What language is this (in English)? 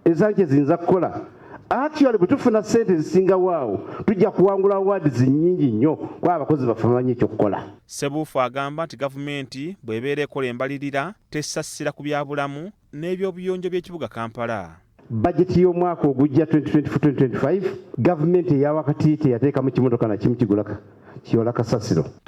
Ganda